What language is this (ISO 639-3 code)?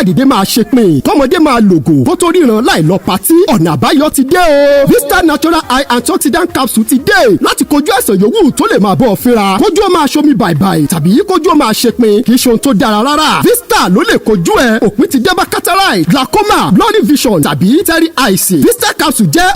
yor